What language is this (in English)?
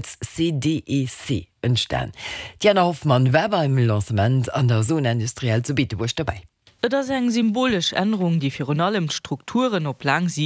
Luxembourgish